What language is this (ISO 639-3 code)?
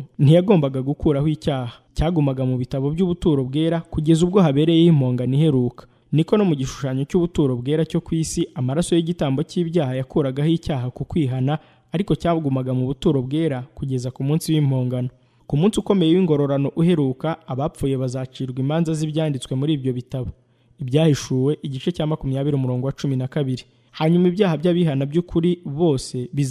kin